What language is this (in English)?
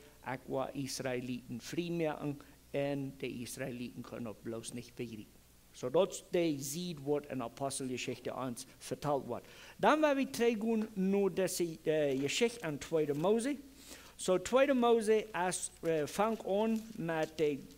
Plautdietsch